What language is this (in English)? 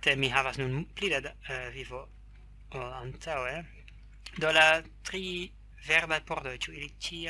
Esperanto